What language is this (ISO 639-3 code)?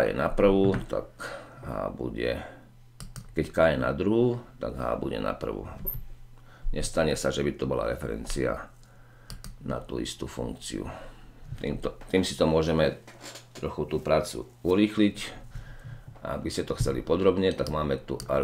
slk